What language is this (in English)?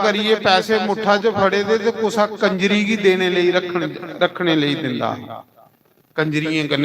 Dogri